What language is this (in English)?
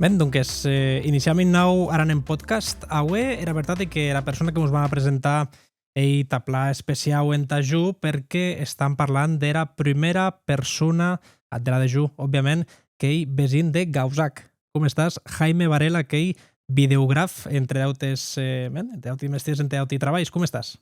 Occitan